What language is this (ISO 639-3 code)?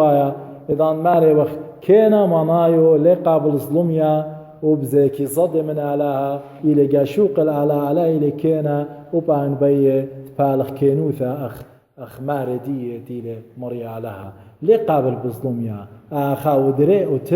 aii